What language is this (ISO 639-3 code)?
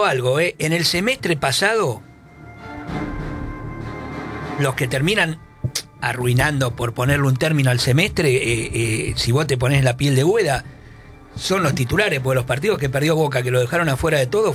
spa